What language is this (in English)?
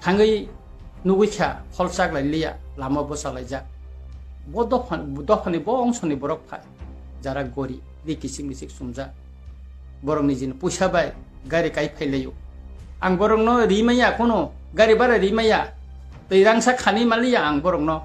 Kok Borok